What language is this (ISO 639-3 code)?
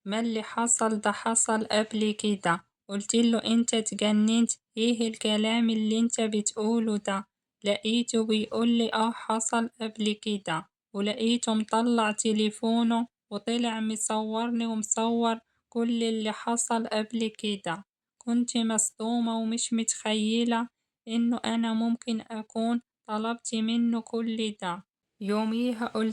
arz